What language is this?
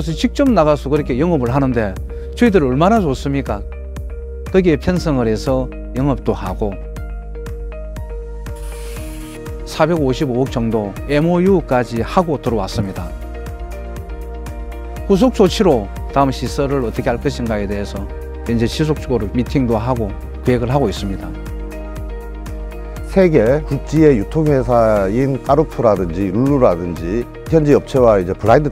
Korean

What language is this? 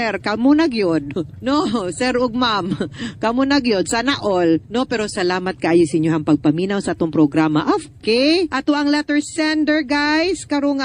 Cebuano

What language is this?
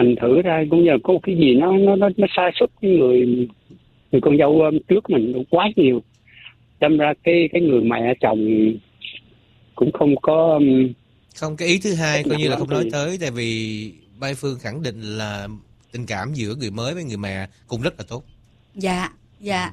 Vietnamese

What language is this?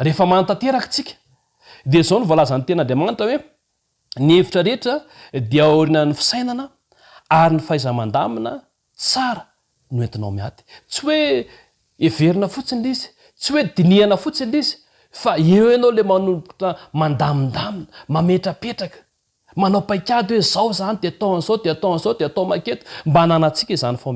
Malagasy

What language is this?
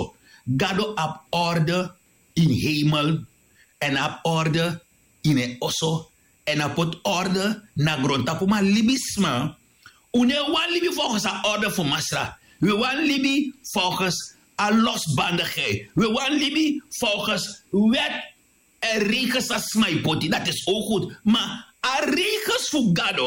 Sranan Tongo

